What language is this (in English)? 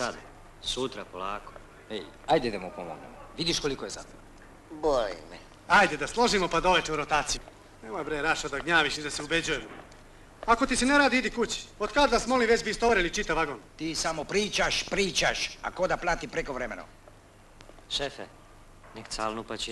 Serbian